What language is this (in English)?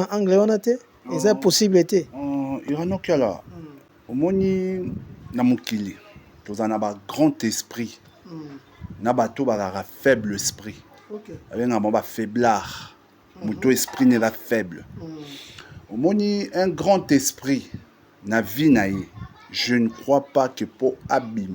Lingala